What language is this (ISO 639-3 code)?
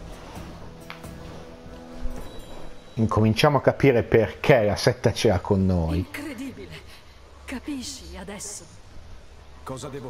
ita